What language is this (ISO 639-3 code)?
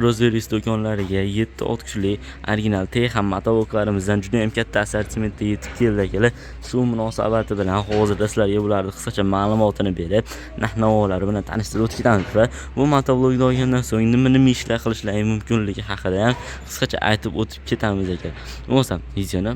uzb